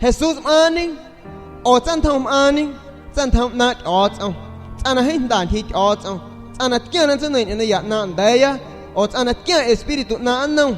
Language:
San Pedro Amuzgos Amuzgo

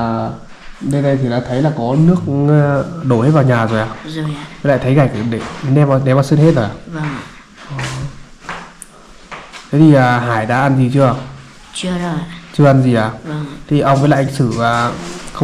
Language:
Vietnamese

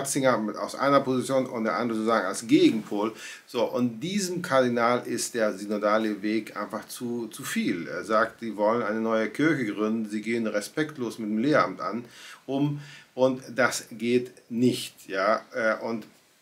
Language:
German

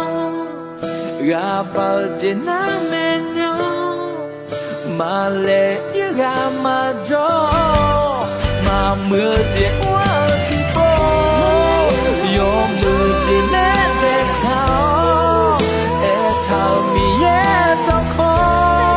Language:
Akha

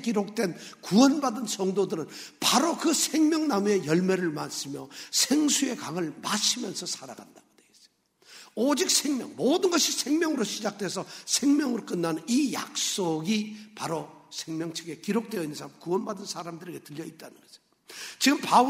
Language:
Korean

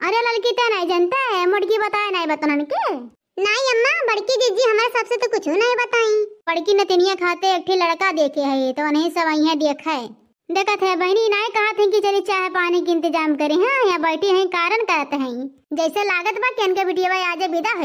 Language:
Awadhi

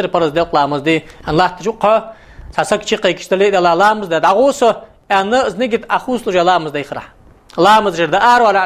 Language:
Ingush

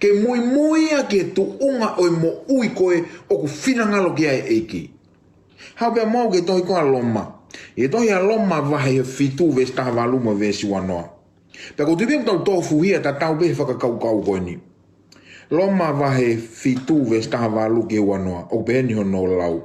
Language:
Tongan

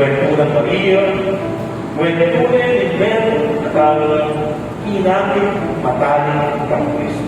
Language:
Pampanga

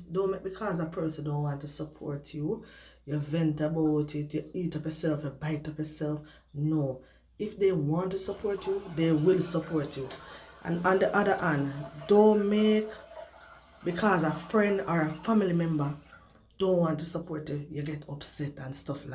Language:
Jamaican Creole English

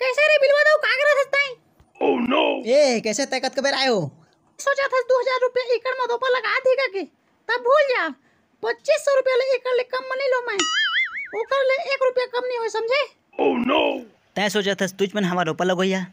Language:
Chhattisgarhi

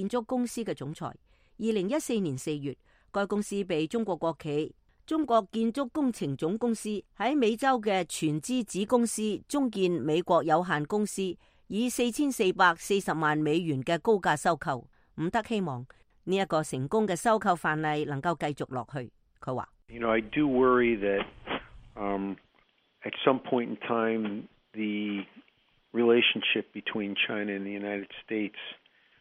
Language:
Cantonese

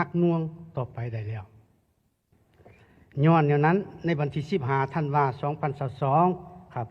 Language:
Lao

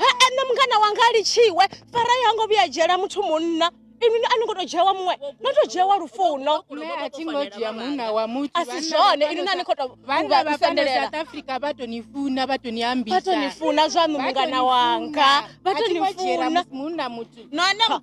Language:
Venda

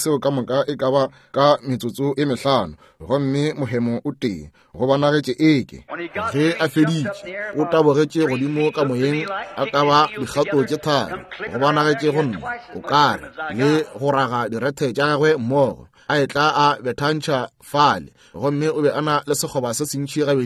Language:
Northern Sotho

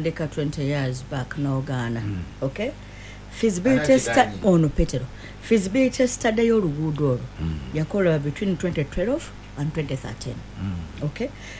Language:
Ganda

